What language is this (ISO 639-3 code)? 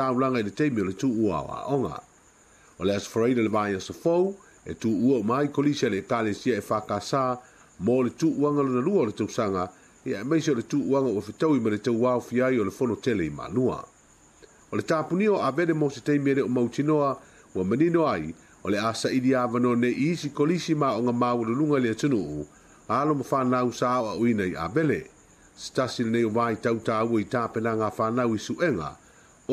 smo